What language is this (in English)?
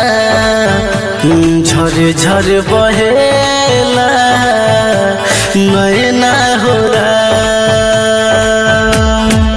Bhojpuri